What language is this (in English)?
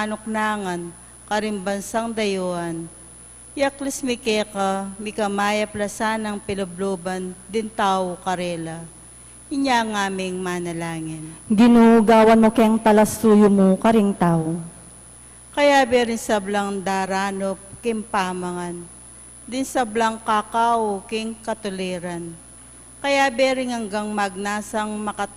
Pampanga